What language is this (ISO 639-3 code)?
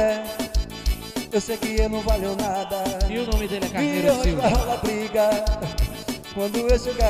por